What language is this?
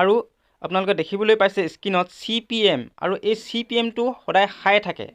Assamese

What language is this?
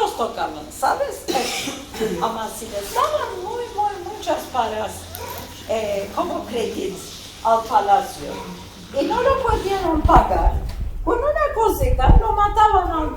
Ladino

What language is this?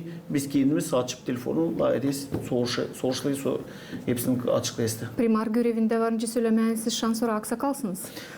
Gagauz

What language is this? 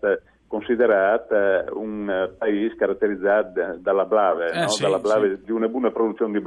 Friulian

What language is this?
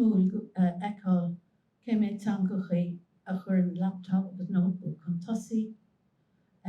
Irish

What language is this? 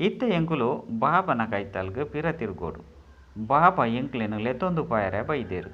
Tulu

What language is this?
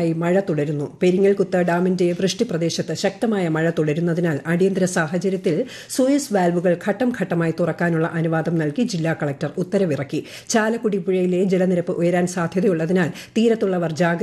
Malayalam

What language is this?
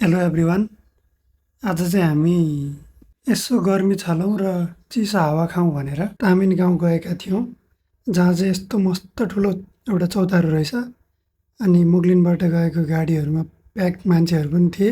Nepali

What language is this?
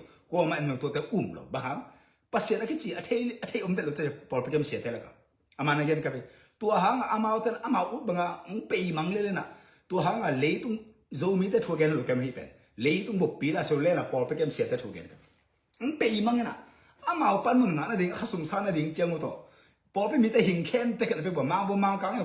Tedim Chin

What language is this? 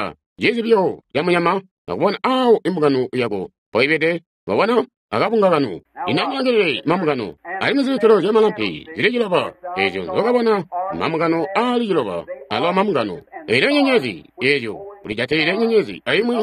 Tonga (Zambia)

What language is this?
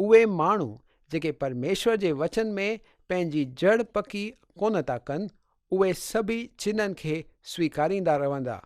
Sindhi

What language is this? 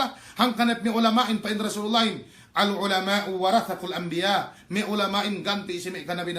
Yakan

